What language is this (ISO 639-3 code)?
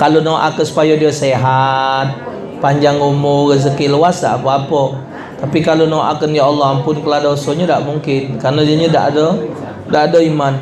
mui